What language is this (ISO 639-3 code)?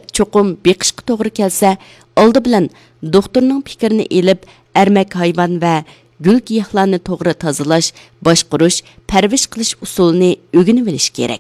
uig